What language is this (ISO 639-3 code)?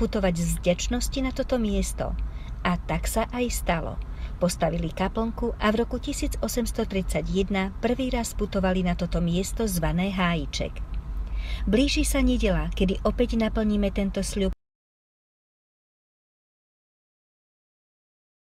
slk